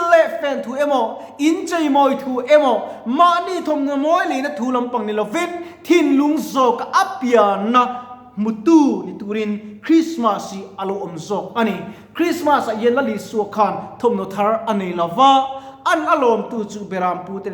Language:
Mizo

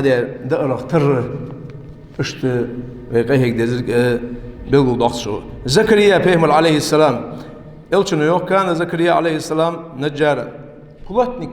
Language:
Ingush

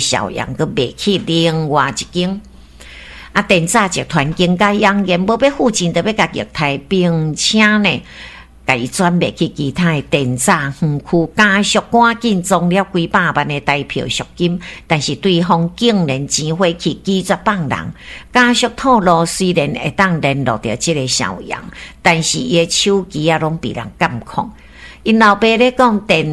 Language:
Min Nan Chinese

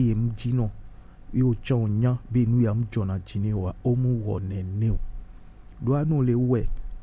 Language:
Gen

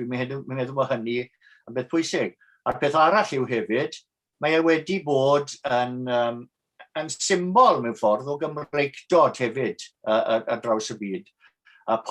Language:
Welsh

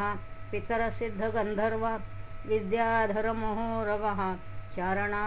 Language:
Sanskrit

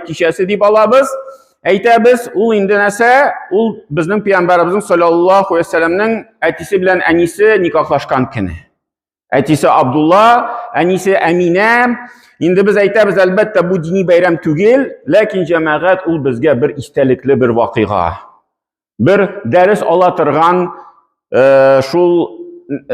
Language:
Tatar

